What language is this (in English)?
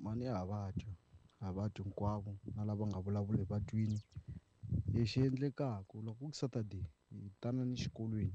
Tsonga